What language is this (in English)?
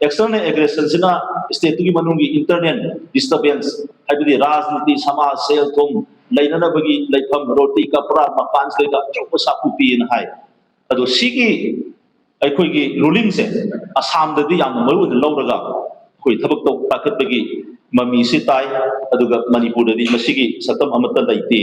Manipuri